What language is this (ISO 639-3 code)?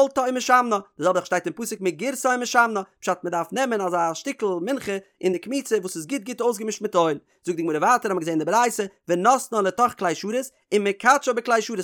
yid